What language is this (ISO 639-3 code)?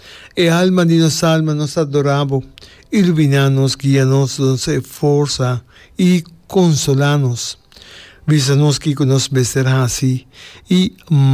pap